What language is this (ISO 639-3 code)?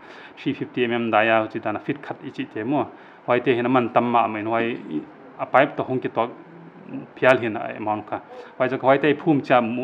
pck